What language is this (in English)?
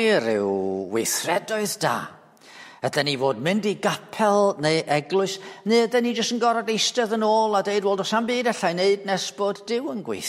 Welsh